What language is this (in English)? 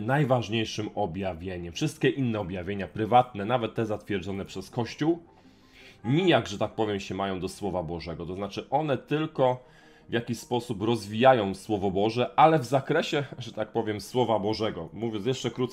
Polish